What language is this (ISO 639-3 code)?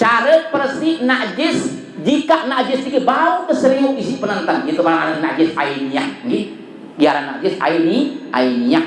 sas